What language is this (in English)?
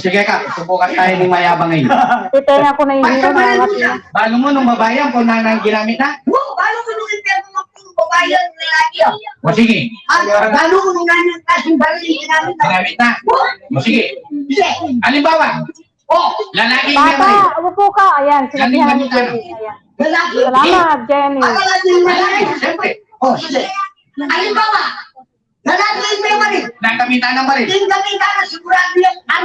Pampanga